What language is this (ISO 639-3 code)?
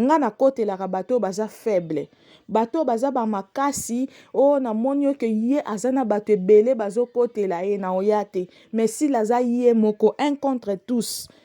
lin